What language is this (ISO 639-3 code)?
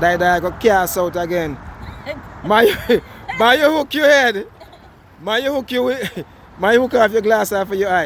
jam